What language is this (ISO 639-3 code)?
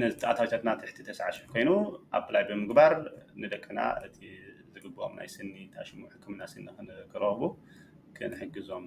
tir